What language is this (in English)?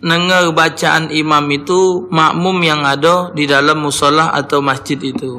Musi